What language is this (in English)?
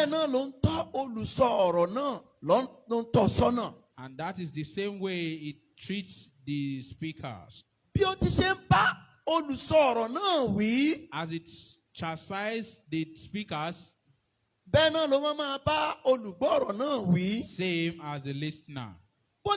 Yoruba